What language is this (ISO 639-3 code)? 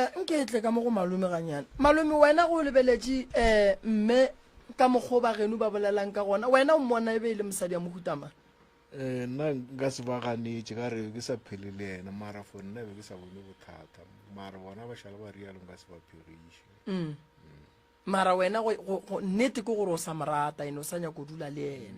nso